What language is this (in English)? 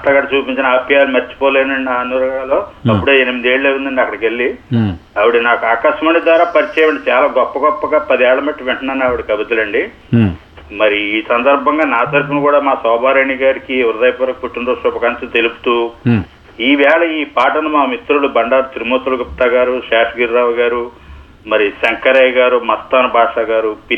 Telugu